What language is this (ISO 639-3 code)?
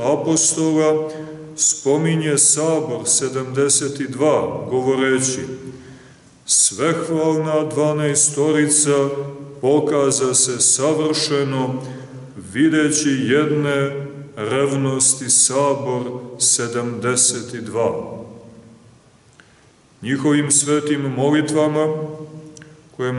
srp